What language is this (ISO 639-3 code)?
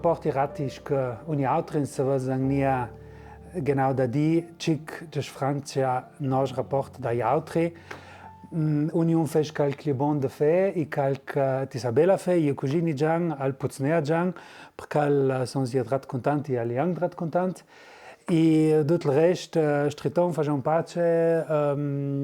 lld